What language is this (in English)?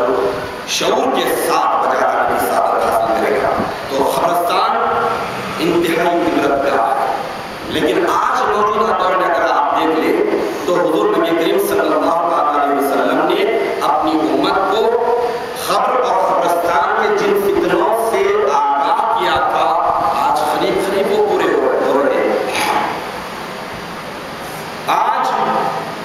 Urdu